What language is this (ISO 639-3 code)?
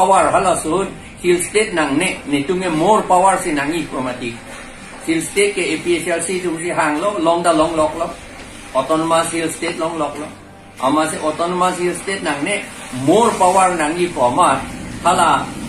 mjw